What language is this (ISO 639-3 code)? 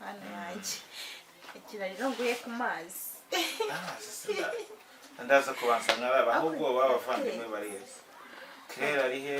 kin